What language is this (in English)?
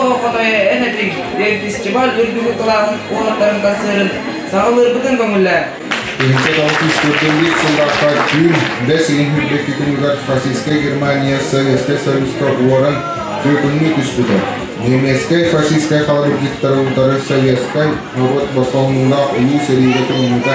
Yakut